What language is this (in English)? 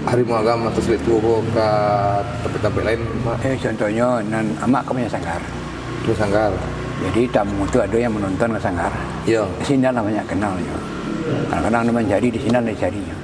Minangkabau